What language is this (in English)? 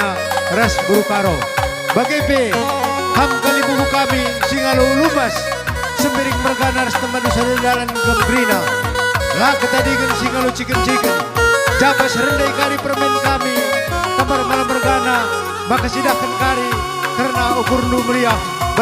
Batak Karo